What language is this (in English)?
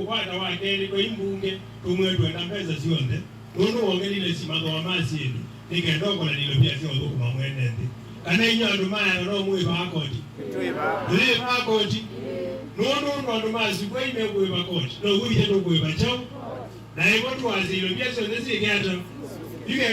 Kamba